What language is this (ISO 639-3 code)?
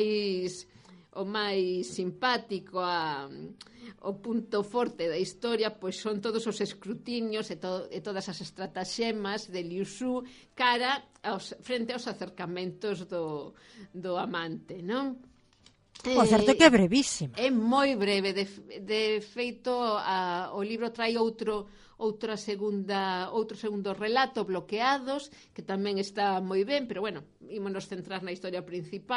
glg